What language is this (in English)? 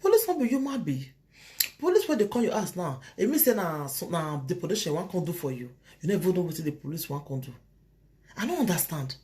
Nigerian Pidgin